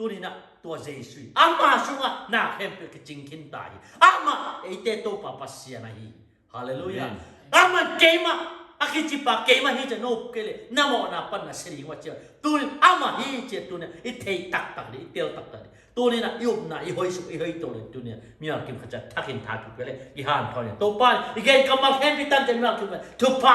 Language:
Tedim Chin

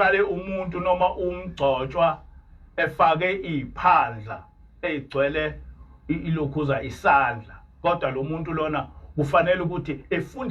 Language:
Zulu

